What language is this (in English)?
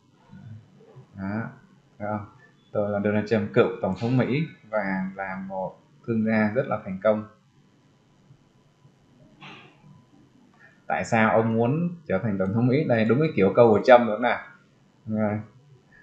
Vietnamese